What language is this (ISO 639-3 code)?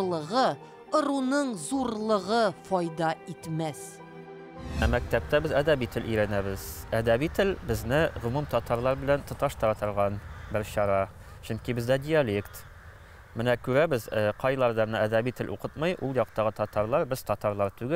tat